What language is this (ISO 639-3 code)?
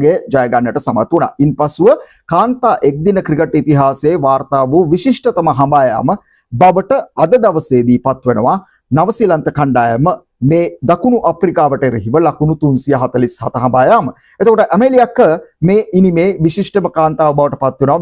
sin